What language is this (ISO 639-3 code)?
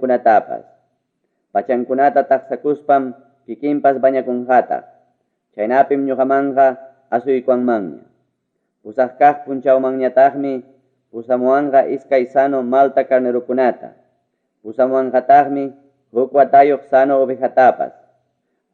quy